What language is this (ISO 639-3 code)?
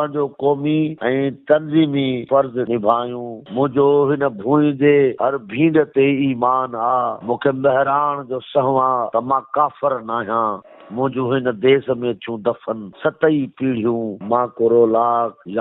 snd